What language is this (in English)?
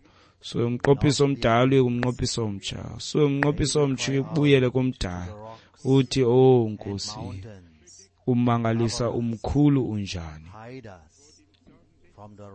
Xhosa